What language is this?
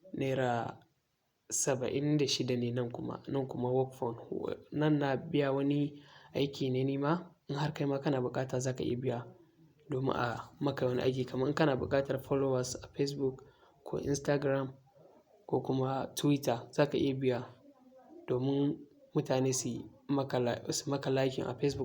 Hausa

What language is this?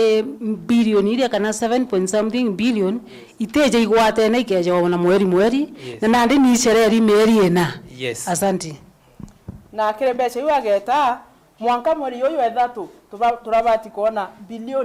Meru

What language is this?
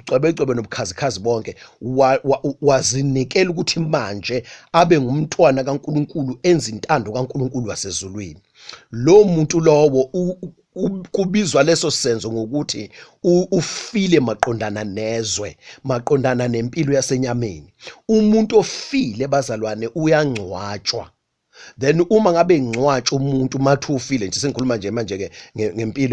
Zulu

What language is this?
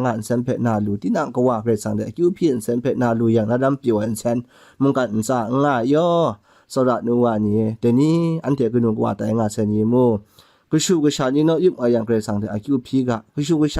Kachin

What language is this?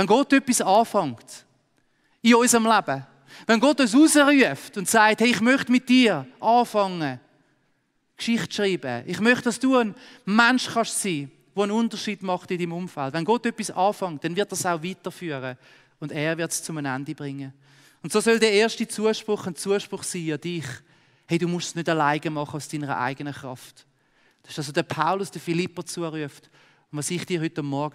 Swiss German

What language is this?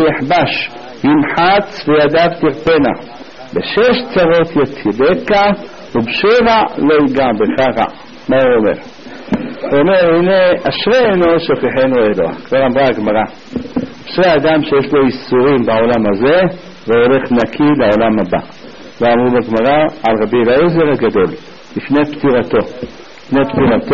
Hebrew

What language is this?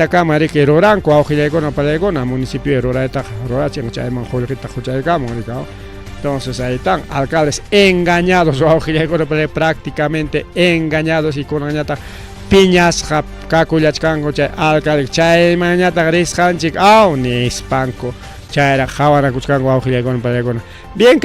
Ayacucho Quechua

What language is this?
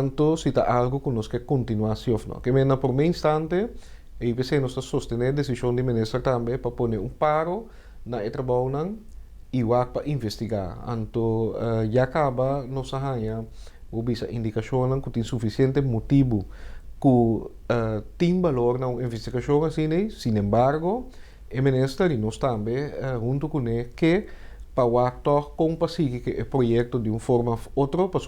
Papiamento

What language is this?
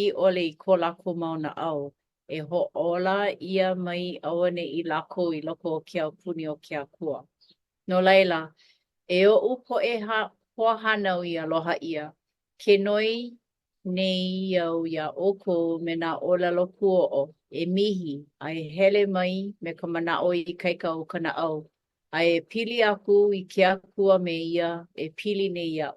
Hawaiian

